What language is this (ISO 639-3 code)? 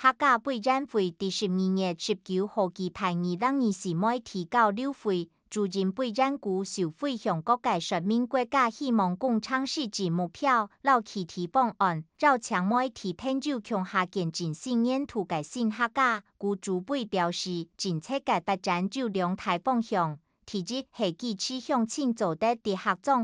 hak